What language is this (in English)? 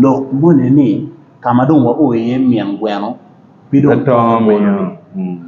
Acoli